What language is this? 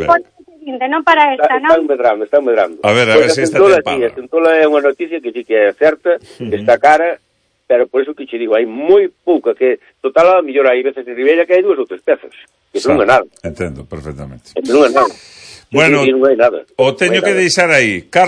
Galician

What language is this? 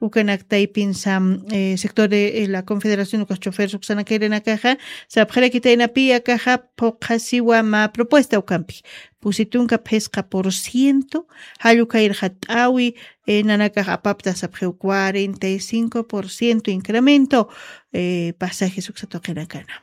Aymara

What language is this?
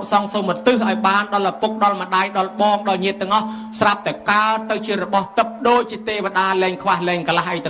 Khmer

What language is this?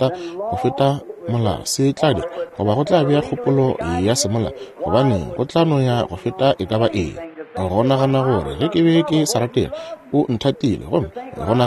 Northern Sotho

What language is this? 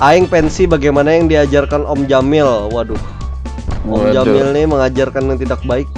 Banjar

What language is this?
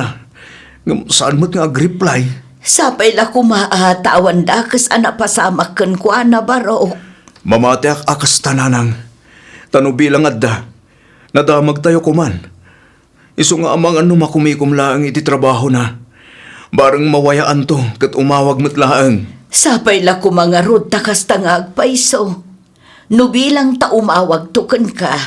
Iloko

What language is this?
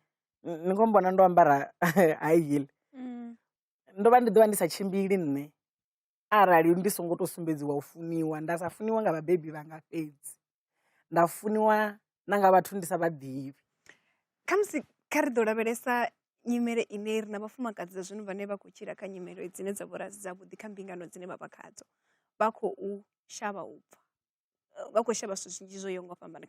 Venda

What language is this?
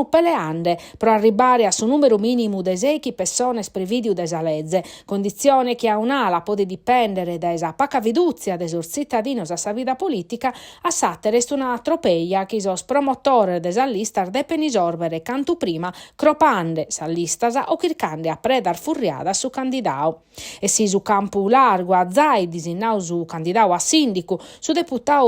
Sardinian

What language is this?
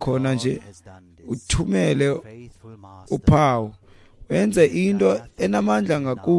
Xhosa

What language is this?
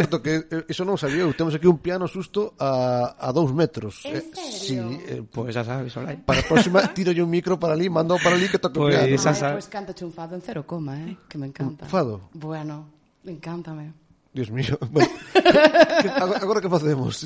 Galician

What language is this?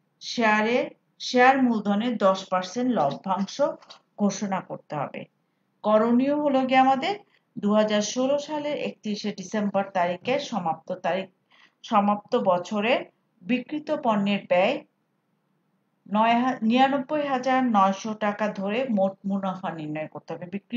Bangla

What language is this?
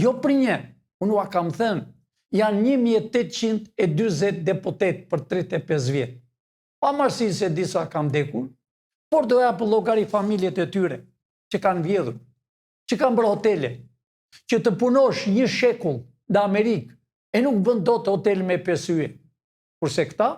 Albanian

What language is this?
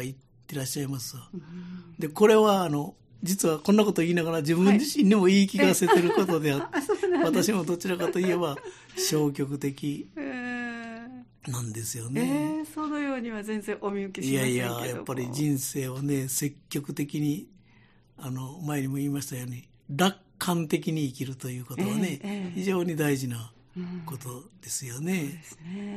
Japanese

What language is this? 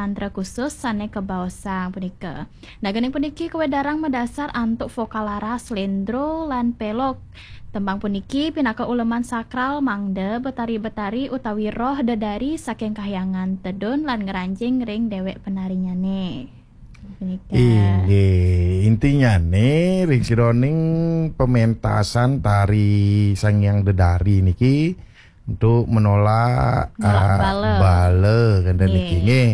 Balinese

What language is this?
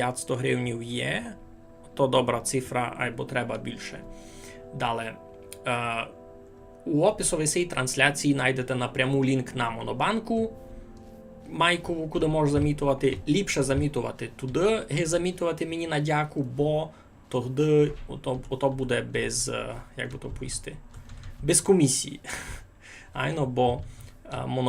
Rusyn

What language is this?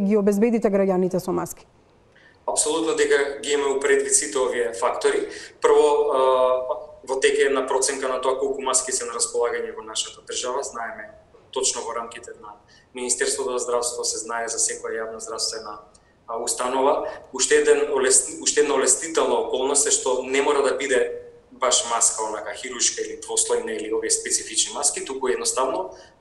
Macedonian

